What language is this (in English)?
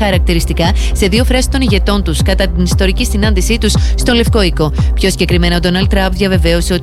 Greek